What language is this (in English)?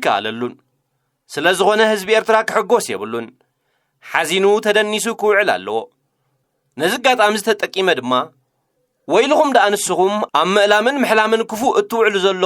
Tigrinya